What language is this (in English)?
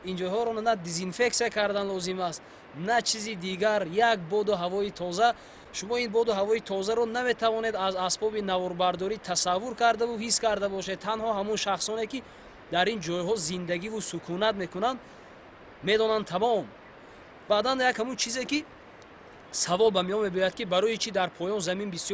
Tajik